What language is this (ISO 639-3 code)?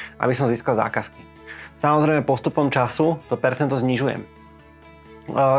slk